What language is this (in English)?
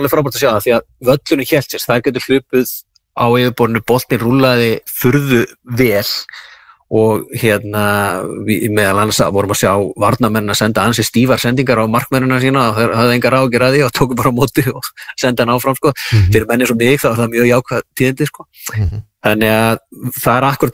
Icelandic